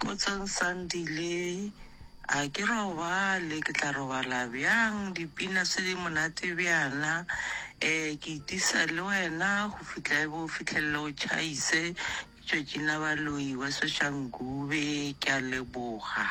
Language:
Northern Sotho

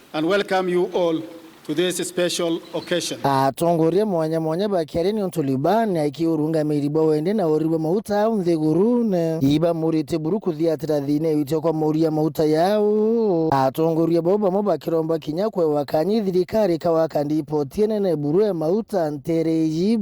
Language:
Meru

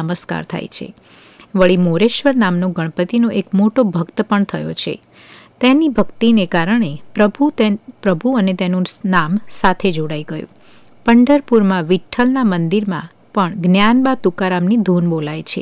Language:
Gujarati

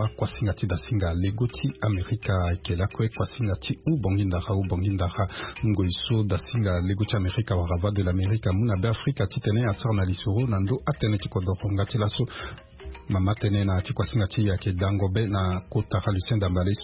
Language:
Sango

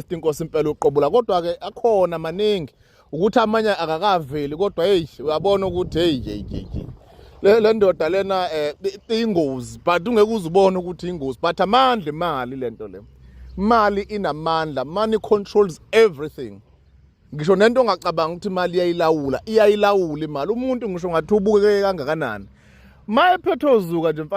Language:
Zulu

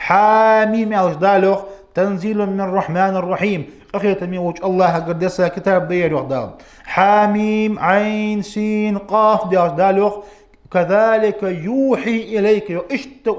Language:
Ingush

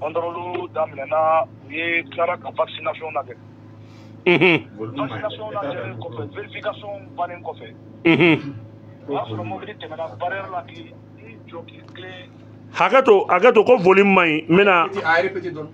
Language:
Bambara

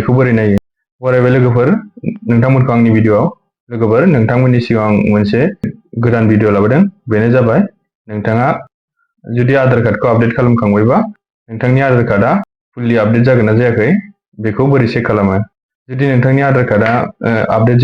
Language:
Bodo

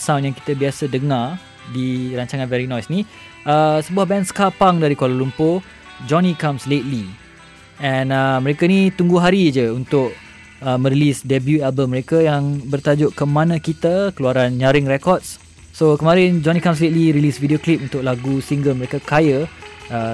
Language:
Malay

